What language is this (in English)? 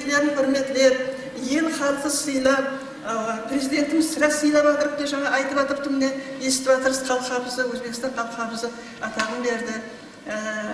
Kara-Kalpak